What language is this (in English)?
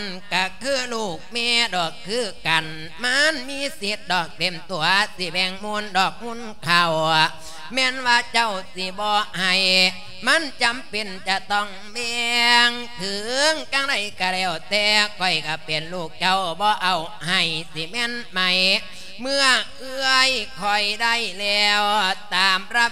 Lao